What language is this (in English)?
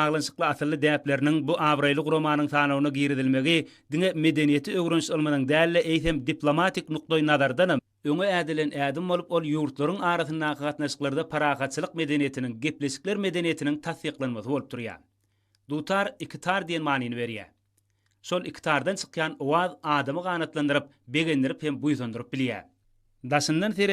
Turkmen